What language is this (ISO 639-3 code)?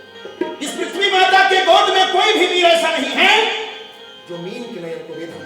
hne